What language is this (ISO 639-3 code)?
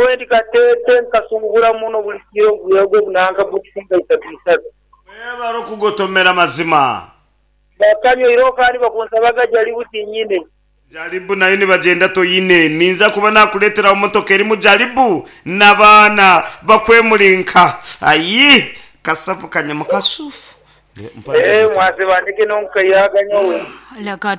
nyn